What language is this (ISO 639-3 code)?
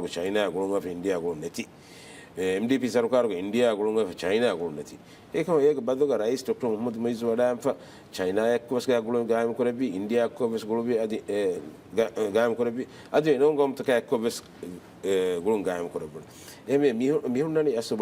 div